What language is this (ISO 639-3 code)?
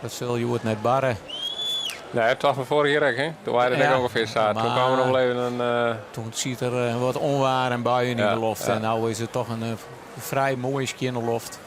fry